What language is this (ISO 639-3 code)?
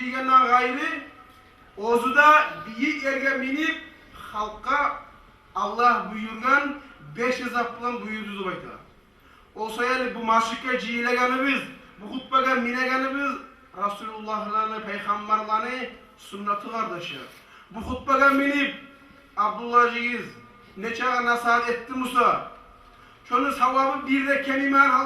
kum